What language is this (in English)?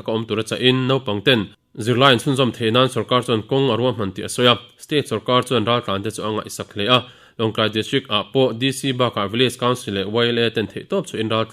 Mizo